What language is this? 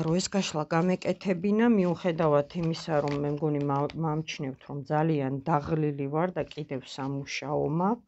Georgian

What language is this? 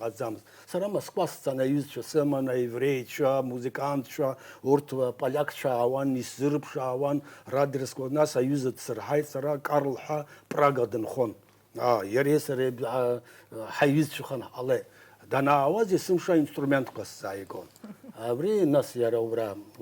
Abkhazian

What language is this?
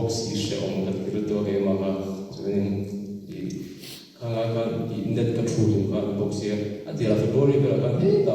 Mizo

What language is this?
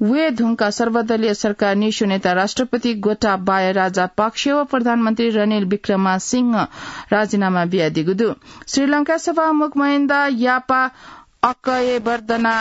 Newari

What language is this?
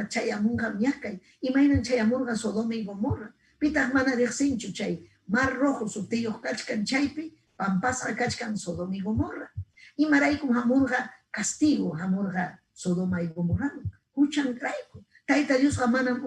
Ayacucho Quechua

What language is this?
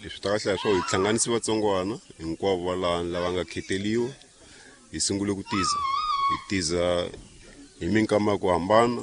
Tsonga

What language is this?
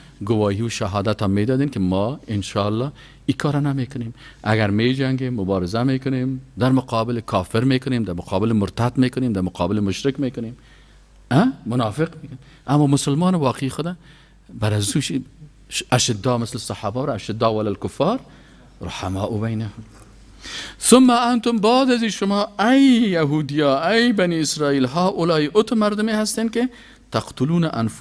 Persian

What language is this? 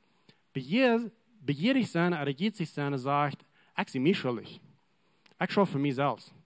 Plautdietsch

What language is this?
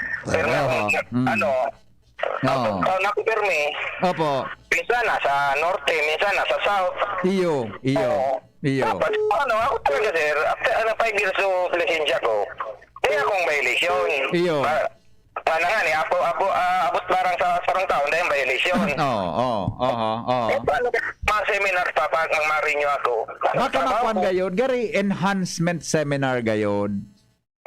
Bikol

